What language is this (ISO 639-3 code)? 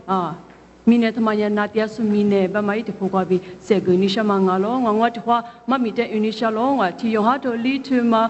lis